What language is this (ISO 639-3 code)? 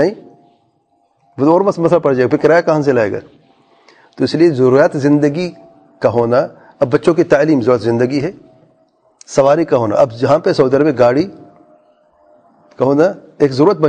urd